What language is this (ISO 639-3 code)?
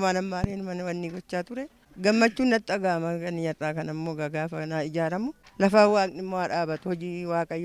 orm